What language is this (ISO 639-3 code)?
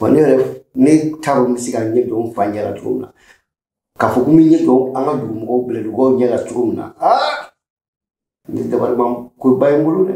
bam